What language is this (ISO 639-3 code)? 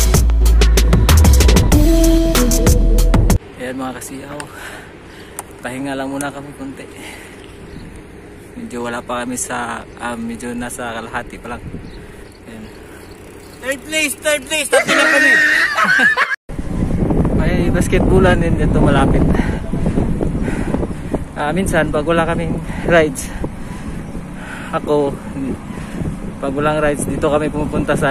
fil